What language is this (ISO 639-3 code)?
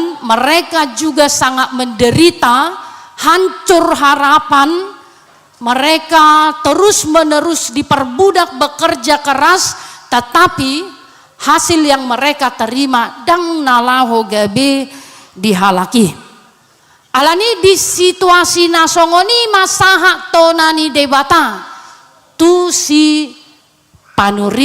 bbc